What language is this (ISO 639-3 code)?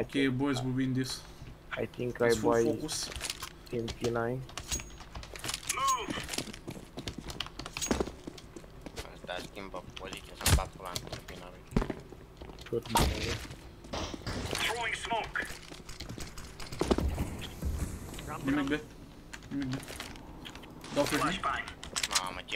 ron